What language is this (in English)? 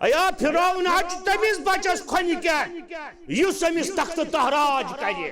Kashmiri